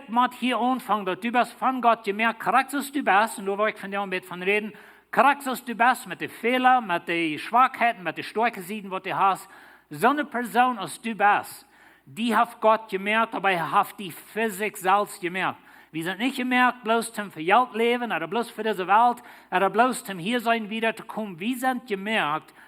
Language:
Plautdietsch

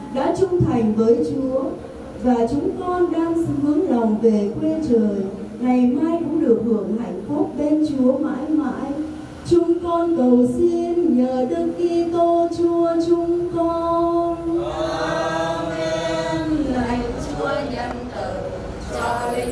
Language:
Vietnamese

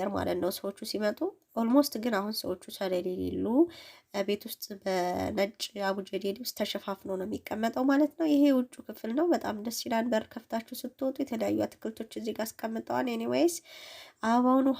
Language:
Amharic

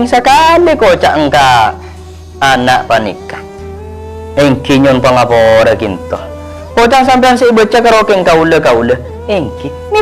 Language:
Madurese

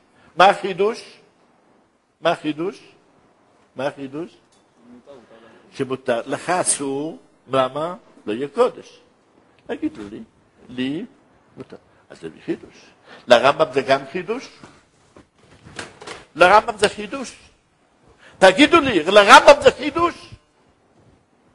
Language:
Hebrew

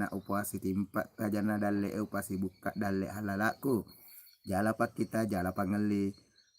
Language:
Buginese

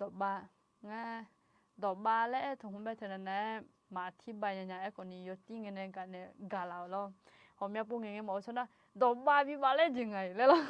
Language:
Akha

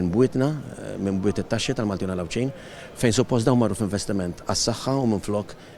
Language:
Maltese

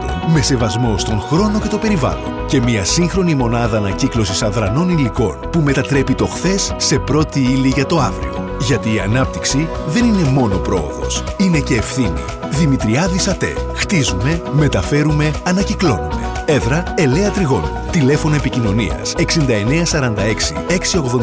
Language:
Greek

